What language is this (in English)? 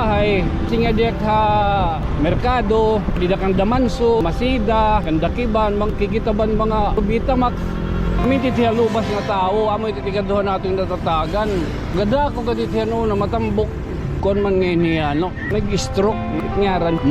Waray